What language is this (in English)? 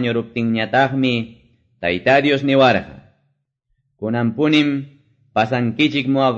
Quechua